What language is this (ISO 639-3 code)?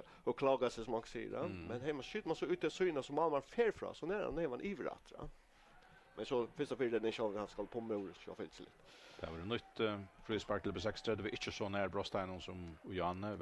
fao